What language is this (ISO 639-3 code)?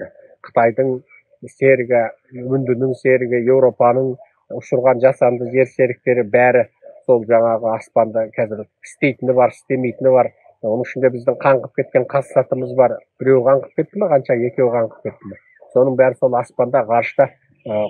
kaz